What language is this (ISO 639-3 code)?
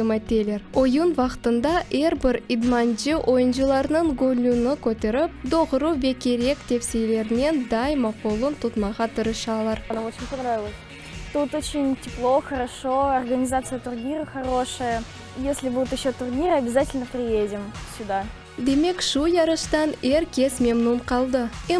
crh